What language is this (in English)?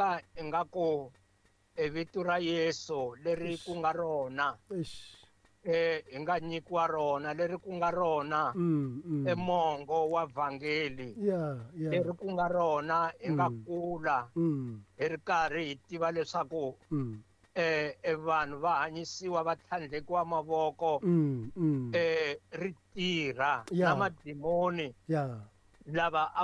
Tsonga